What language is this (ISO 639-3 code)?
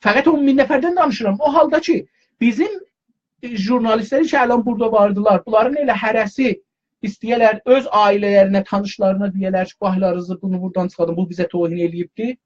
azb